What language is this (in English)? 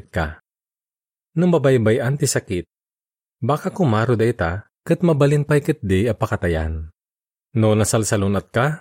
Iloko